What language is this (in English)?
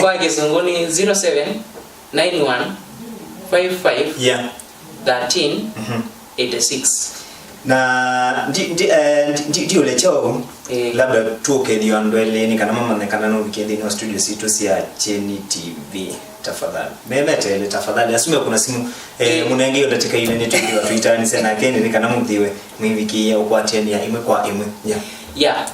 Kamba